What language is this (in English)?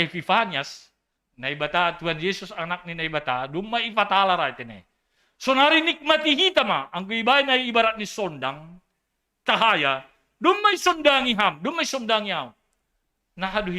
Batak Simalungun